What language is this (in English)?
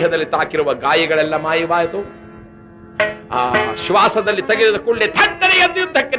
Kannada